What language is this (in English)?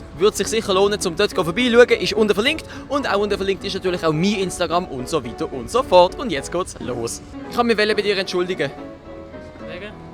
Swiss German